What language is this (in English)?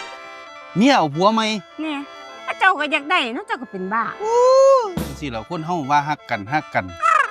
Northeastern Thai